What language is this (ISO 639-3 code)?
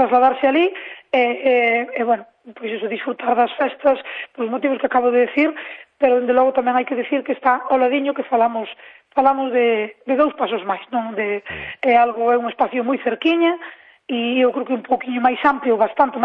glg